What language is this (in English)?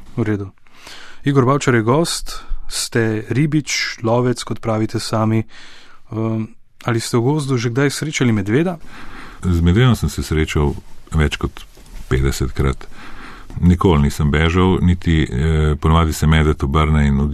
Slovenian